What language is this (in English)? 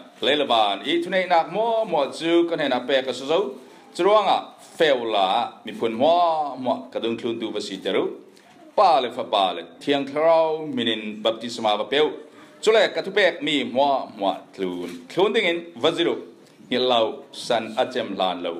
Falam Chin